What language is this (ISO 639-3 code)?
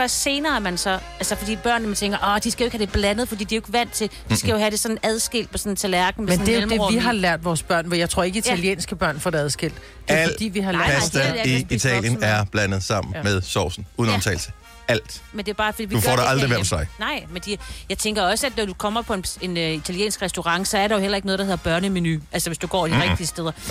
dan